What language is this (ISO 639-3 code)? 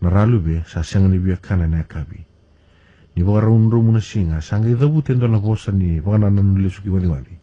fij